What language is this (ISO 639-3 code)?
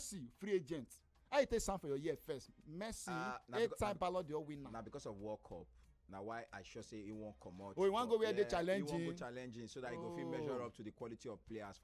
pcm